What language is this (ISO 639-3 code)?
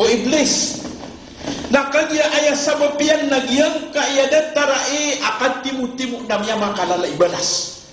mrw